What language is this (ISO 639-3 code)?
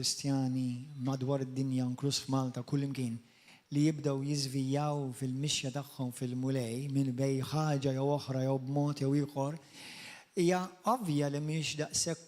mlt